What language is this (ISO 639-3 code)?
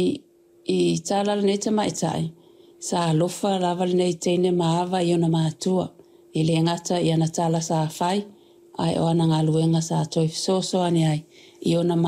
smo